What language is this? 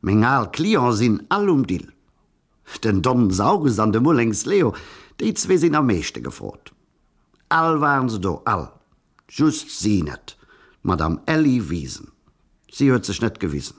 Luxembourgish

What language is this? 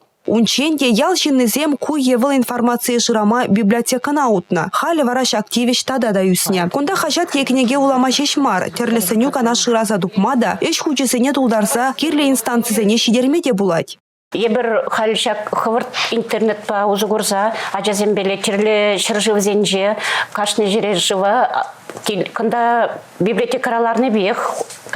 Chuvash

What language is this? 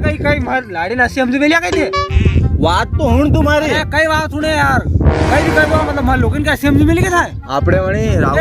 Rajasthani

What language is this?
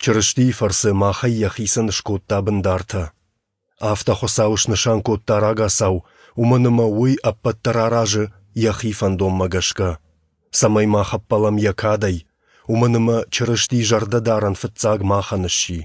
Ossetic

